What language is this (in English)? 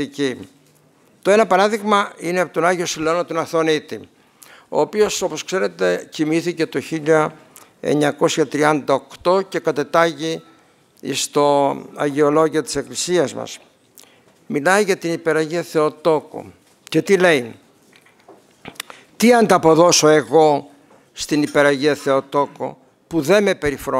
Greek